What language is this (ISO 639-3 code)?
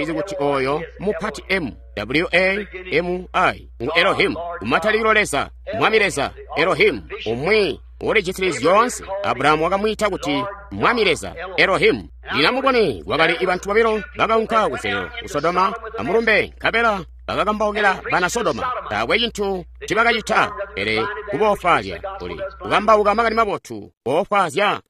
toi